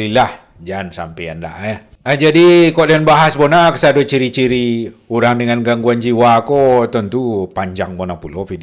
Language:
Minangkabau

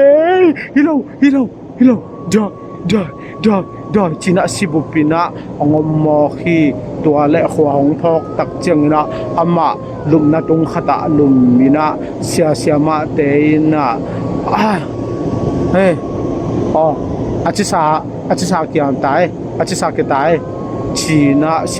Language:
Tedim Chin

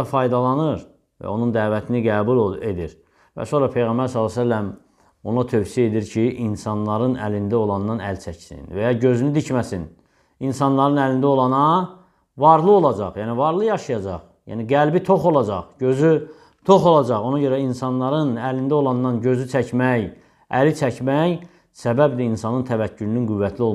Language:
Azerbaijani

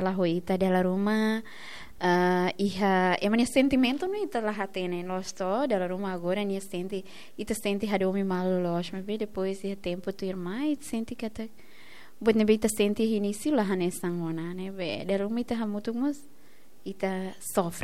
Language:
Tetum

